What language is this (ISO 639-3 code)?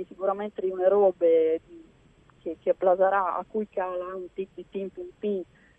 fur